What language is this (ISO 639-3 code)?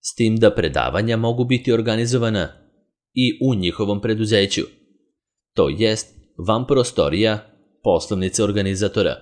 srp